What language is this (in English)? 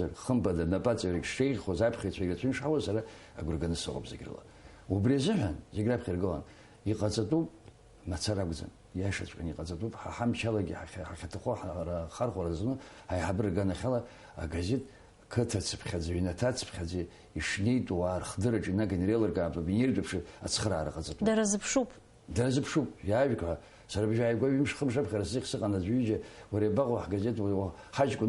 Abkhazian